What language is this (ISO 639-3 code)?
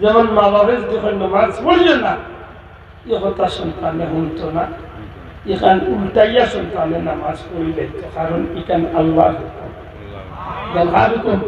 syl